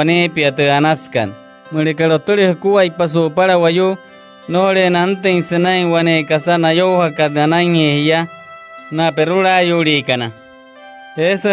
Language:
Wayuu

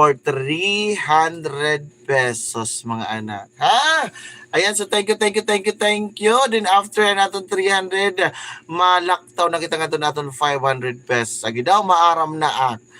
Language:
Waray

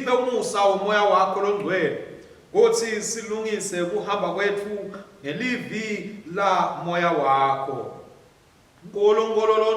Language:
Swati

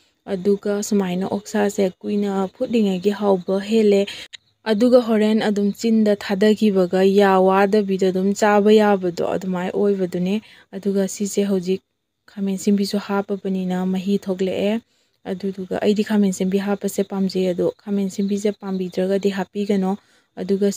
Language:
Manipuri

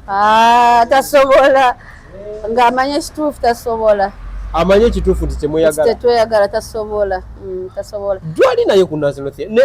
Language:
Ganda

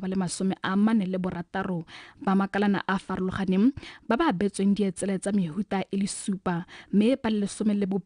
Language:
Tswana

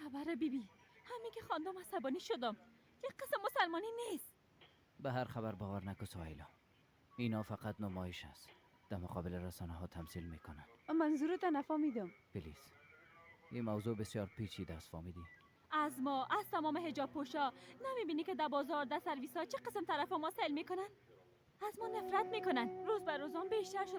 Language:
Persian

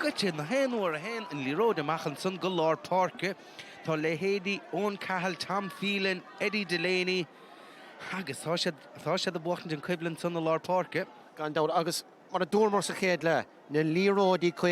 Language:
Irish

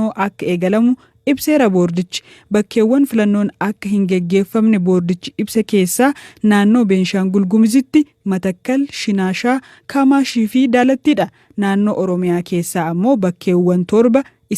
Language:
Oromo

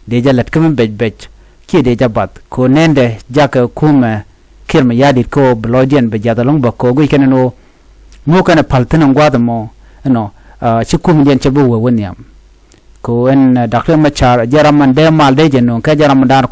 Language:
Nuer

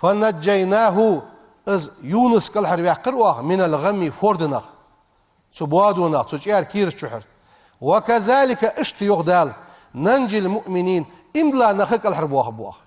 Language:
Ingush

